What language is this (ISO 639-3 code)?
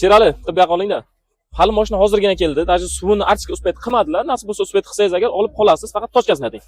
uzb